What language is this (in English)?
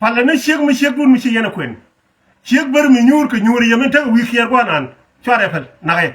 Nuer